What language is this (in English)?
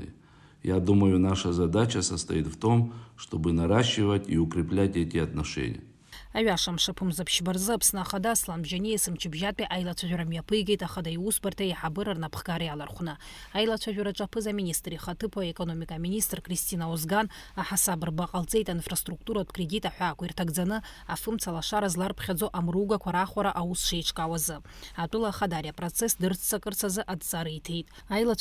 Abkhazian